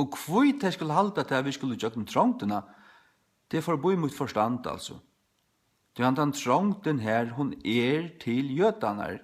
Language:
Faroese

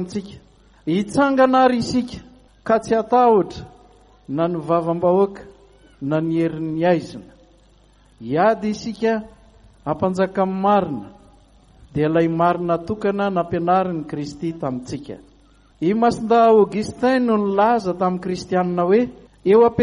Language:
Malagasy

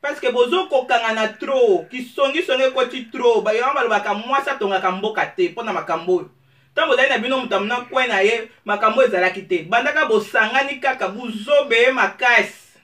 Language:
Lingala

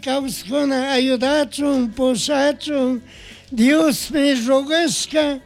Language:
Chimborazo Highland Quichua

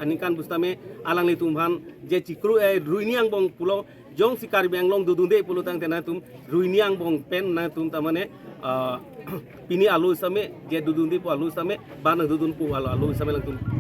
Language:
Karbi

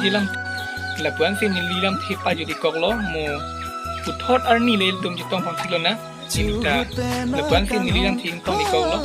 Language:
Karbi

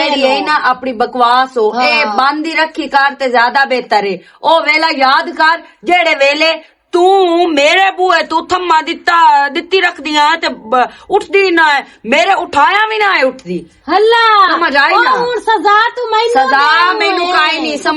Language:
Western Panjabi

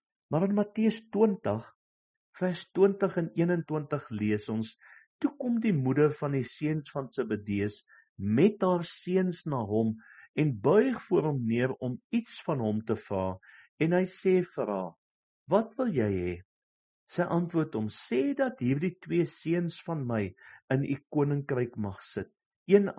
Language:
Afrikaans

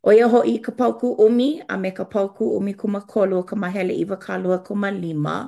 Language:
Hawaiian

